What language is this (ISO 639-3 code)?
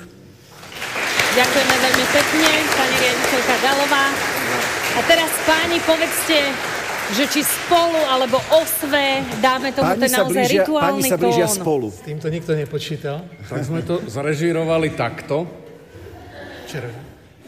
slk